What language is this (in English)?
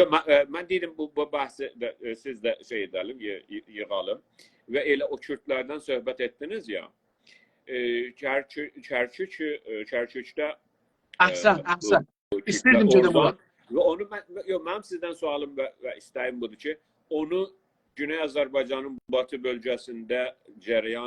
South Azerbaijani